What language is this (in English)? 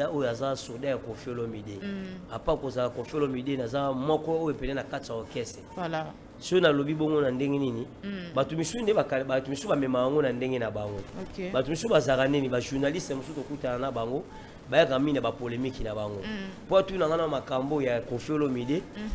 Lingala